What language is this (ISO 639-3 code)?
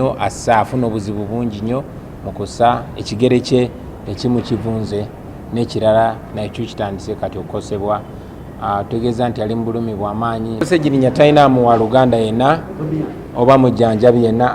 lug